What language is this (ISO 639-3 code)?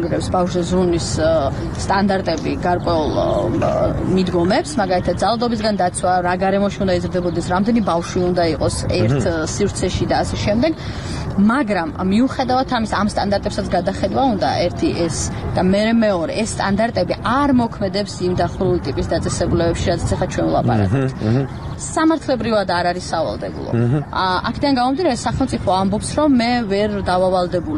kat